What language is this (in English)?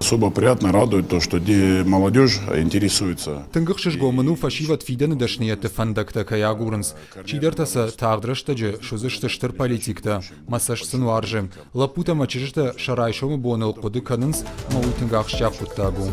Ossetic